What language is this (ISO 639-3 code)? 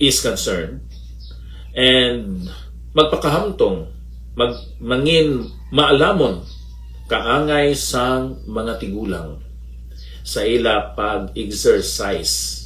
hil